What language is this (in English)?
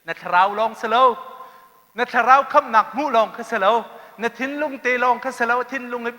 Hakha Chin